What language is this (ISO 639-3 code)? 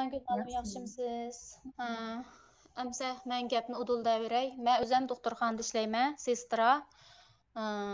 uig